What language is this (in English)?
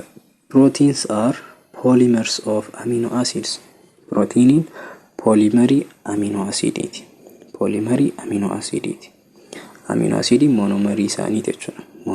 Oromo